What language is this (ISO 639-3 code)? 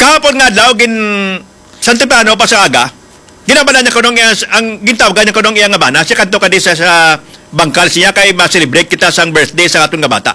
hil